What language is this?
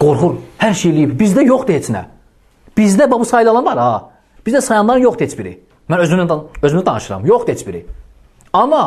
Azerbaijani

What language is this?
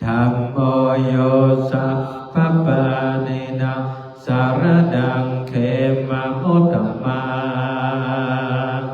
Pali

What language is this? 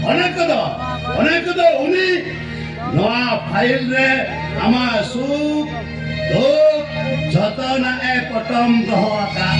Santali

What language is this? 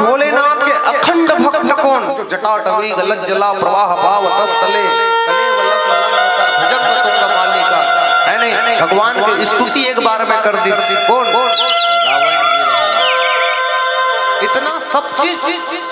Chhattisgarhi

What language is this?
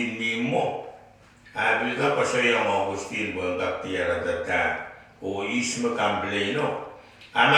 Pohnpeian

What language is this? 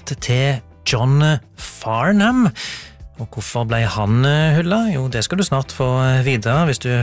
Norwegian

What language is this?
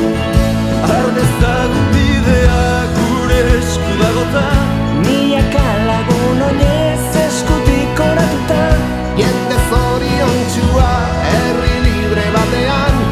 Basque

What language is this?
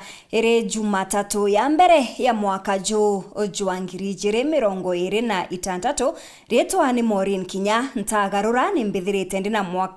Meru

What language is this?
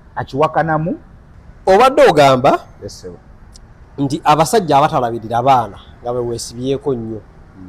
Ganda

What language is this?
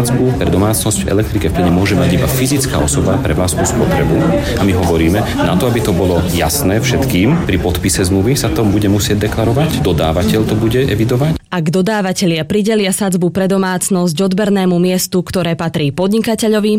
Slovak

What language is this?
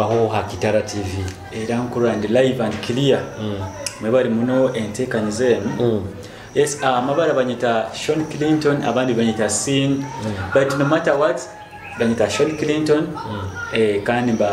Nyoro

